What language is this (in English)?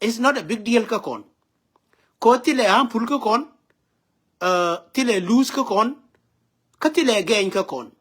Nuer